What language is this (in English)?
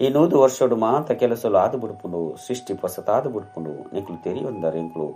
Tulu